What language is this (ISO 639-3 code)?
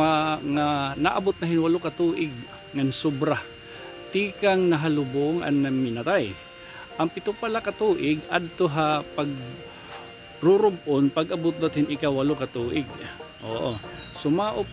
war